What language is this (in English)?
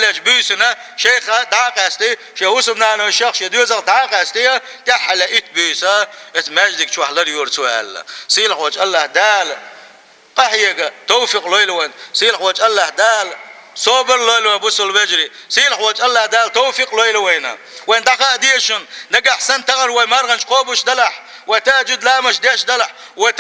Chechen